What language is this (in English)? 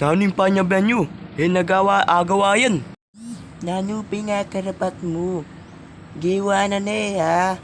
Pampanga